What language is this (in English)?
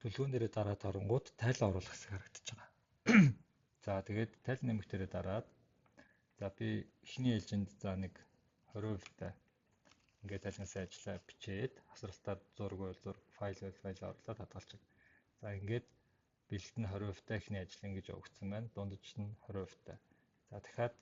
Mongolian